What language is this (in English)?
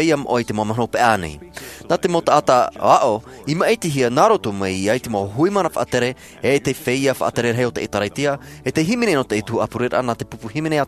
Tahitian